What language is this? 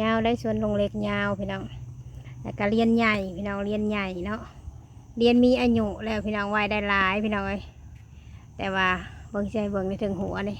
Lao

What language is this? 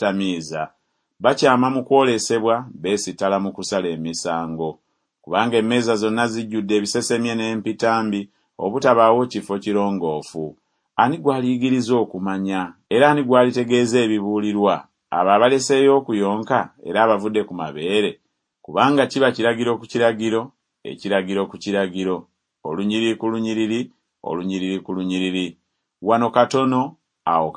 Ganda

